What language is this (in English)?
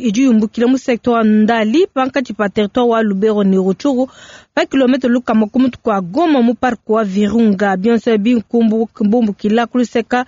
Luba-Lulua